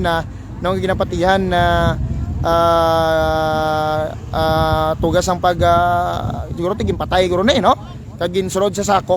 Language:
Hiligaynon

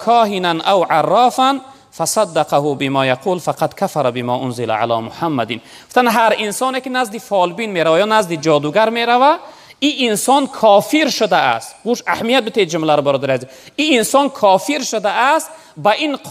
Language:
Tajik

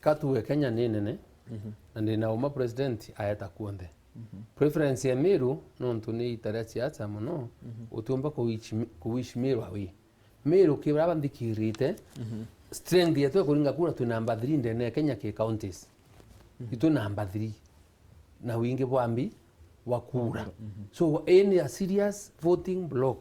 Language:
Meru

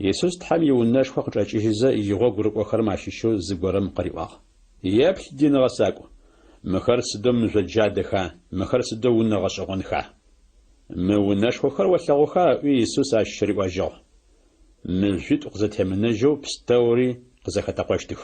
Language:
Adyghe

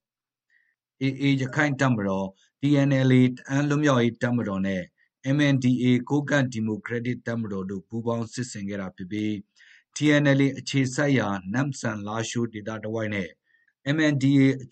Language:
Burmese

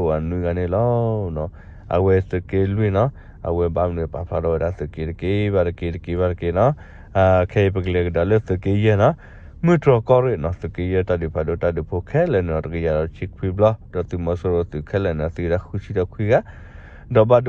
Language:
S'gaw Karen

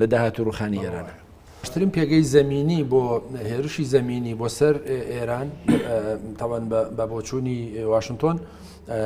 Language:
Central Kurdish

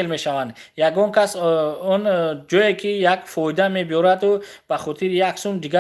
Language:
Tajik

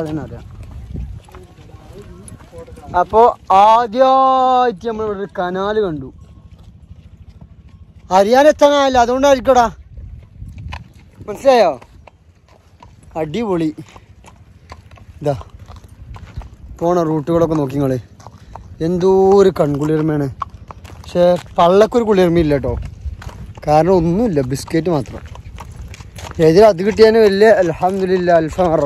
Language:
Malayalam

